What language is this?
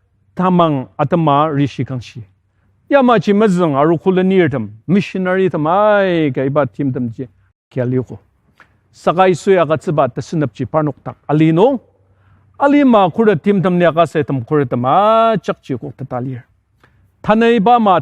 Ao Naga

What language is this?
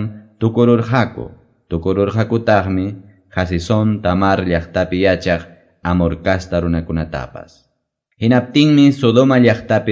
Quechua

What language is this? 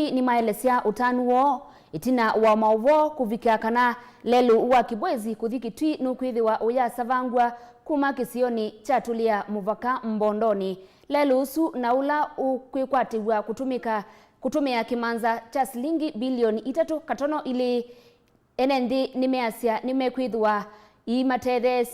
Kamba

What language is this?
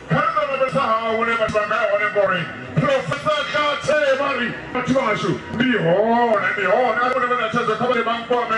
Venda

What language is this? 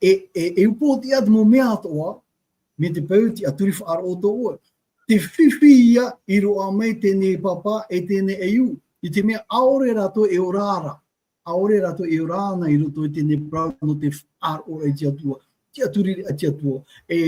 Tahitian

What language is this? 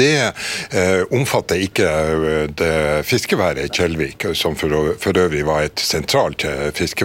Norwegian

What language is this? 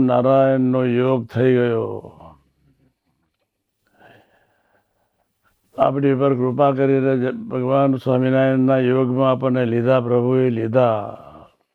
Gujarati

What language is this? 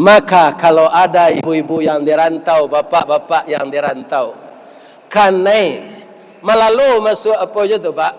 Minangkabau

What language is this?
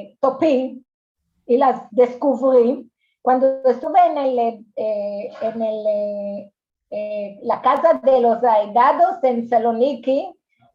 Ladino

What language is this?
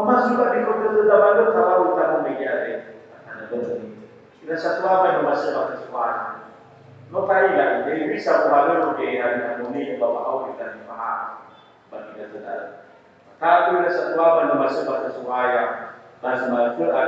Nias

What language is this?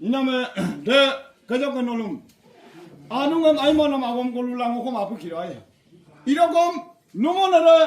Adi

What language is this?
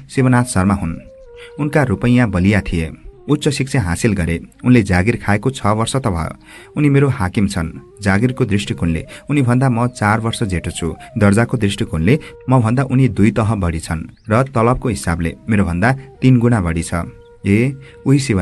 Nepali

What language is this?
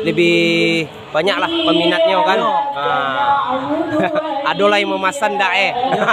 Minangkabau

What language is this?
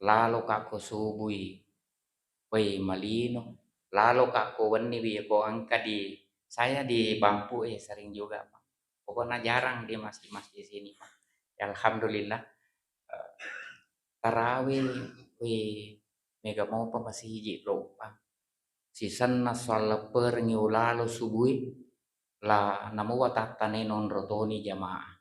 Buginese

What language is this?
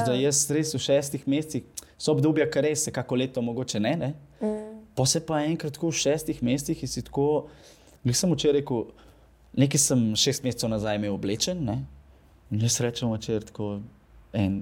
Slovenian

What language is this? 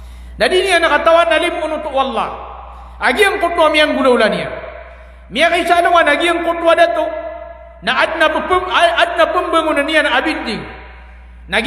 Maranao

